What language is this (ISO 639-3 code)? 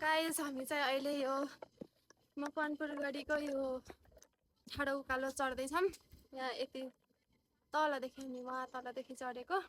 nep